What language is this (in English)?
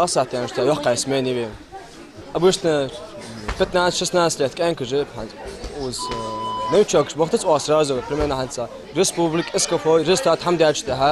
Ingush